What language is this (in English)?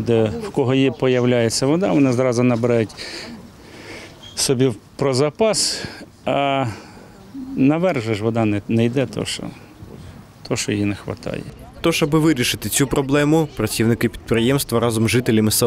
Ukrainian